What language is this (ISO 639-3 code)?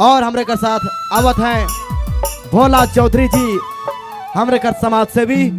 sck